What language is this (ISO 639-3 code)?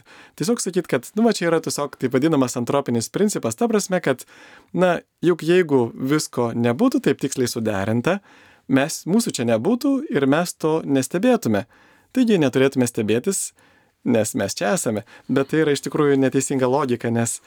lit